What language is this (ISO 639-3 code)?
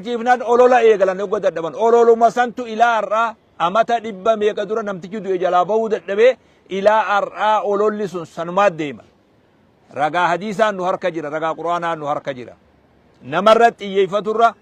orm